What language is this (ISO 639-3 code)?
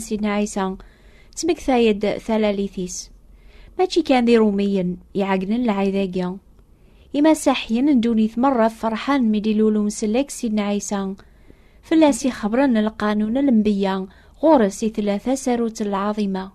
kab